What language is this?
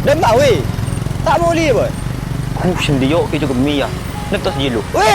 Madurese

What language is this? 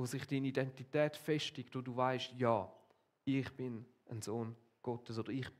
Swiss German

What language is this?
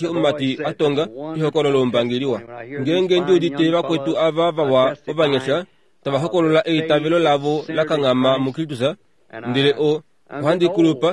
Kuanyama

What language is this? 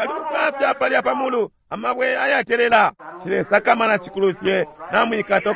Bemba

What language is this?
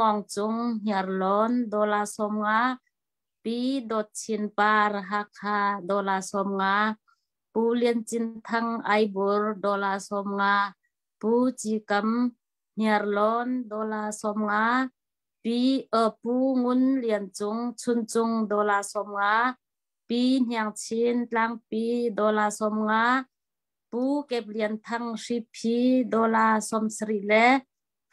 Hakha Chin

